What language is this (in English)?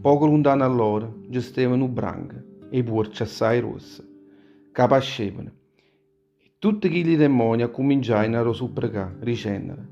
Neapolitan